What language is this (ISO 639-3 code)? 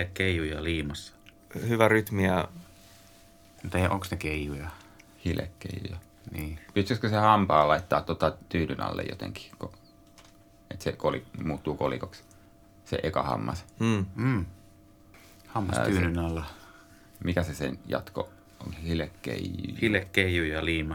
fin